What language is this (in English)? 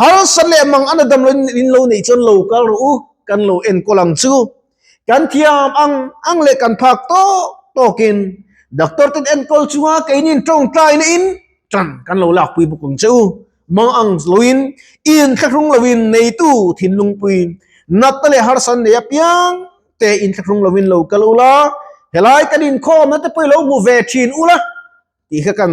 Mizo